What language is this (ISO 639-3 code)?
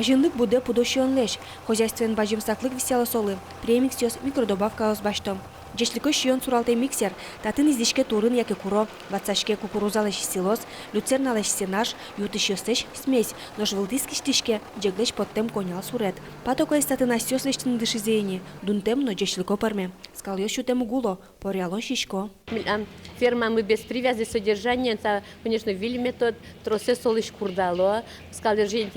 udm